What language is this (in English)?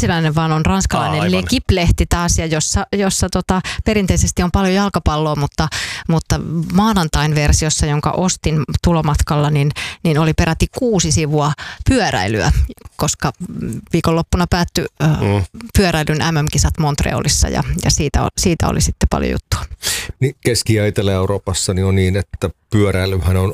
Finnish